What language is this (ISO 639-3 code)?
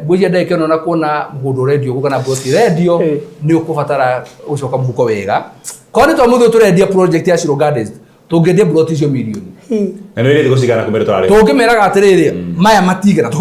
kik